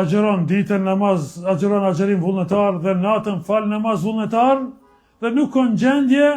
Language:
Albanian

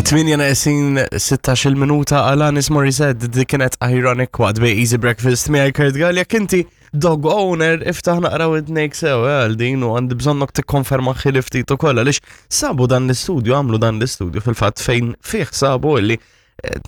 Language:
Maltese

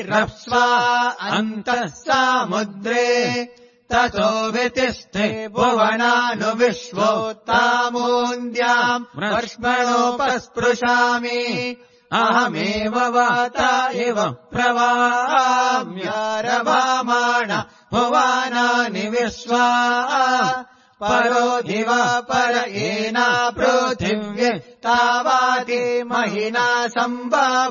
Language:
Sanskrit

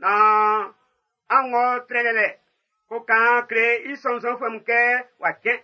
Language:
Baoulé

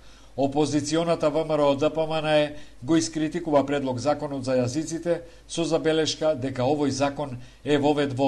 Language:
Macedonian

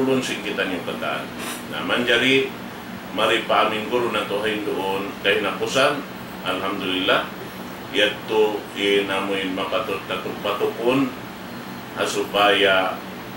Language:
Tausug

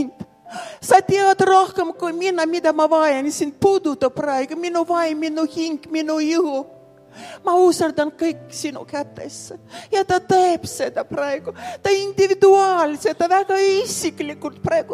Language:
Estonian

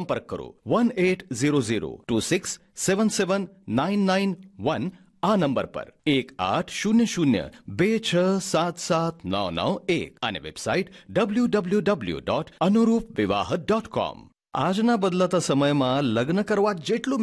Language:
Gujarati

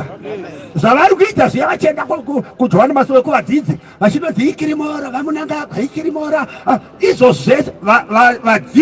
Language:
Shona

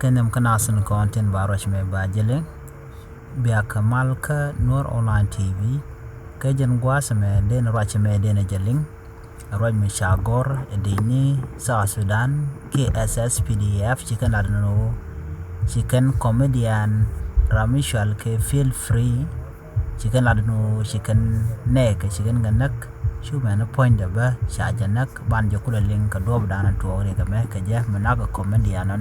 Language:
Nuer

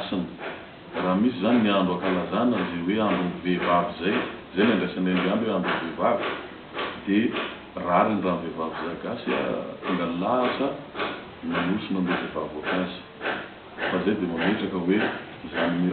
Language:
Malagasy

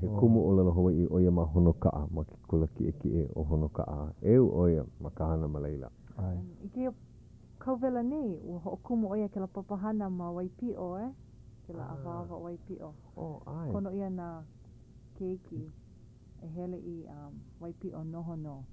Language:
Hawaiian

